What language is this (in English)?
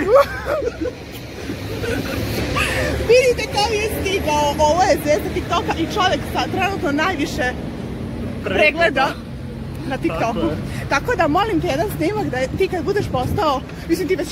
Serbian